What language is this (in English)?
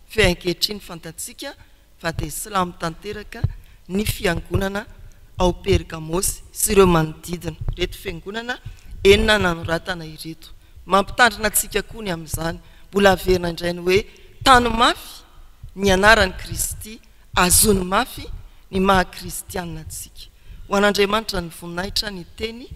Malagasy